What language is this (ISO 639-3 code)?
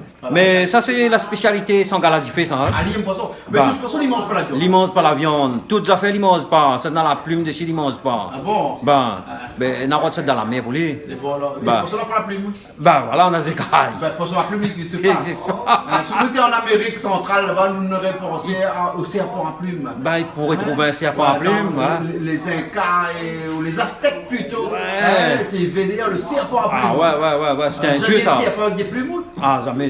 rcf